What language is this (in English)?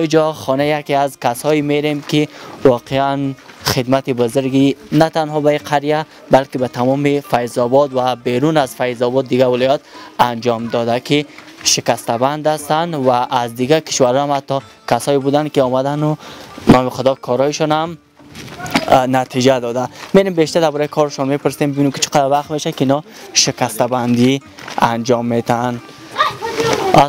Persian